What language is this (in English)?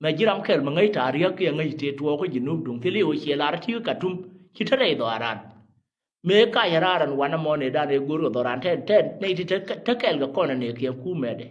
Nuer